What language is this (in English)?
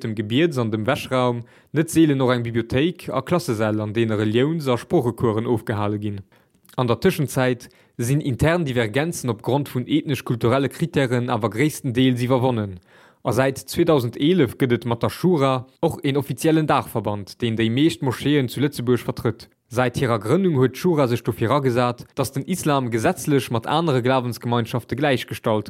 Luxembourgish